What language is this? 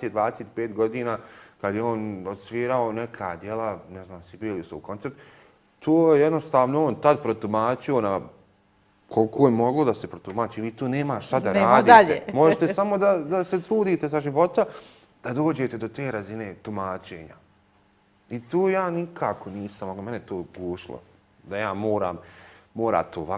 Bosnian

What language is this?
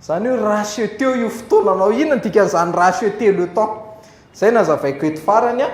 Malagasy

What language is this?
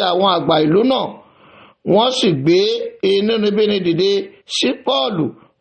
Yoruba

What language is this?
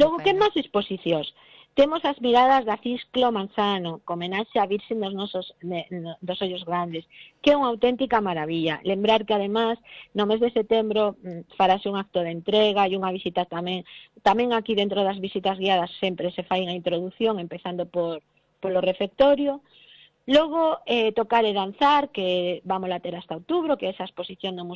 Galician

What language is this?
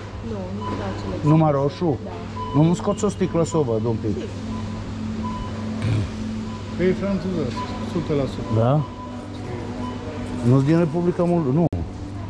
Romanian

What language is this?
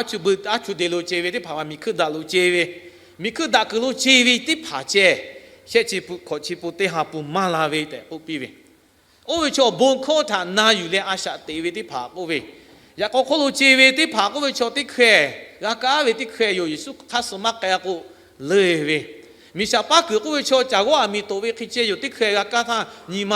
Lahu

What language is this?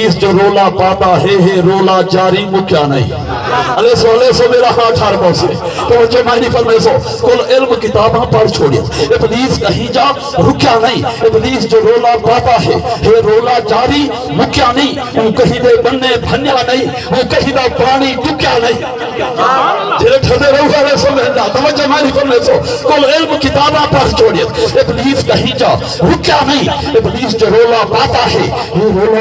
Saraiki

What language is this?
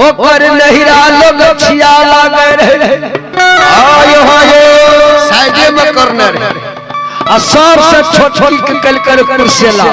Maithili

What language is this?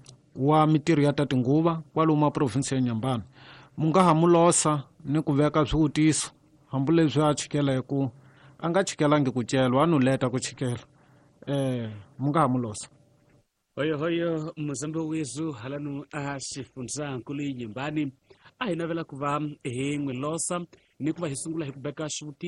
Tsonga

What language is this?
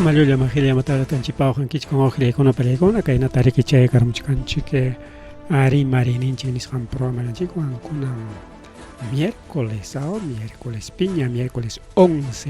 Ayacucho Quechua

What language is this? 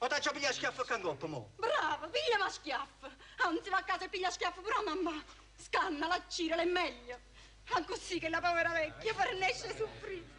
Neapolitan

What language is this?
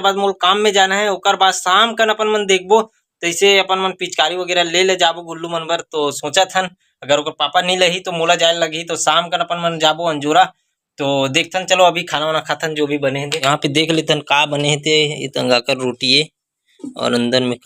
Chhattisgarhi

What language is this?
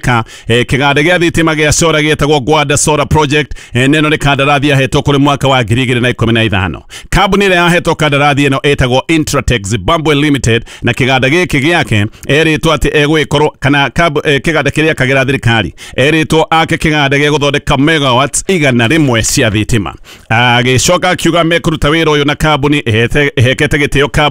Kikuyu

